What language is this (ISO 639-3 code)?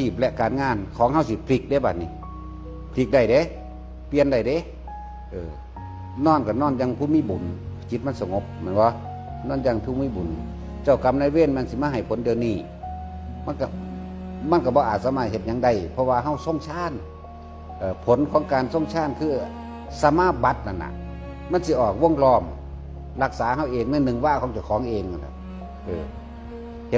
tts